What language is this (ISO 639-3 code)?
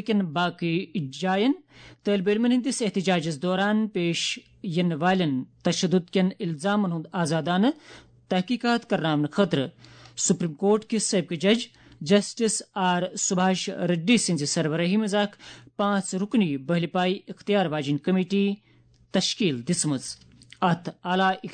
kas